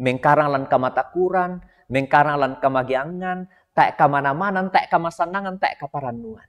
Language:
Toraja-Sa'dan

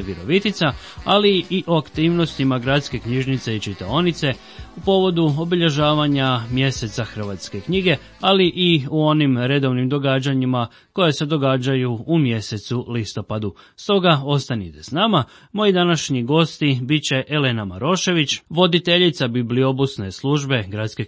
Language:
Croatian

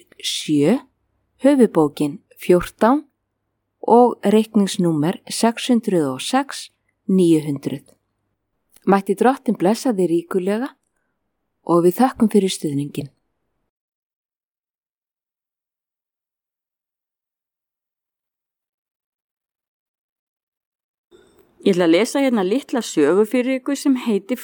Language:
Icelandic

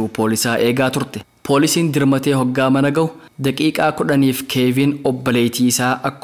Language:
Oromo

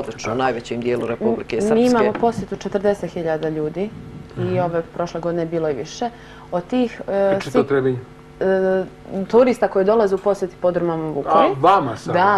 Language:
Serbian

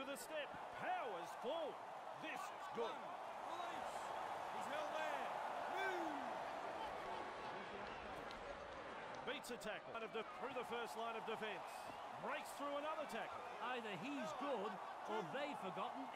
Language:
English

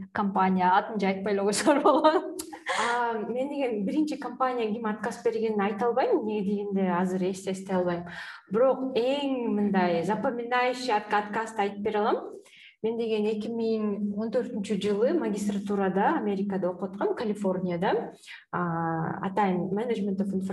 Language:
Kyrgyz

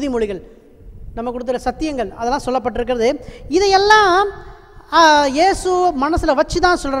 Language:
Tamil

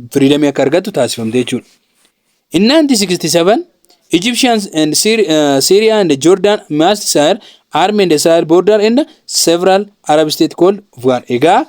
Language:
Oromo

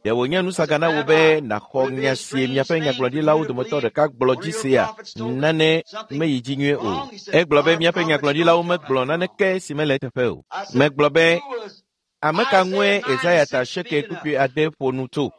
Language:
Ewe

